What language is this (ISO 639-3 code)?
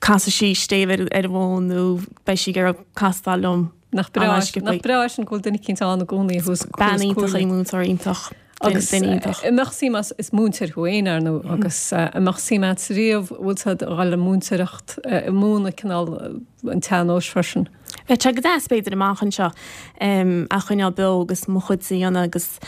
gle